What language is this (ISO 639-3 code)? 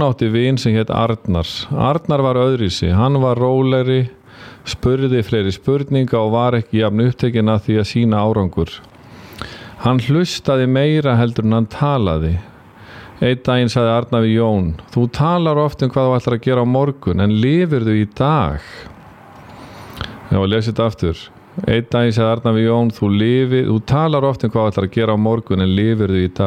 isl